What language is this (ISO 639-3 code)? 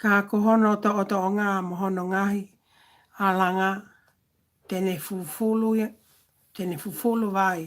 ton